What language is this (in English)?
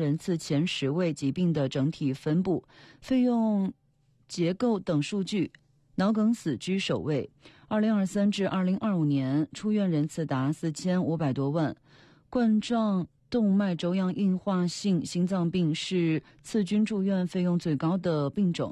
Chinese